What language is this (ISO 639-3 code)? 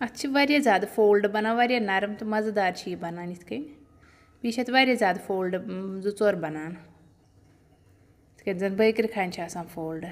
kas